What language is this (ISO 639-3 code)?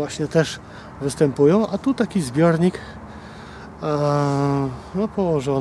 pol